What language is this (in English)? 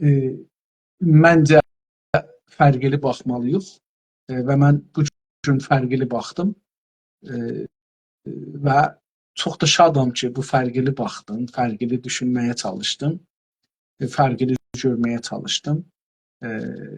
South Azerbaijani